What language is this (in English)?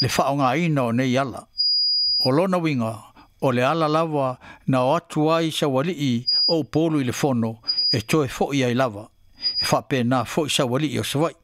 Samoan